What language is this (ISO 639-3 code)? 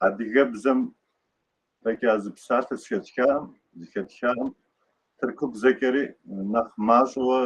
kbd